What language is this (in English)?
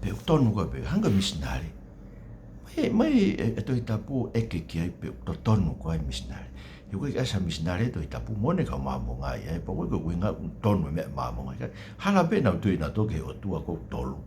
Tongan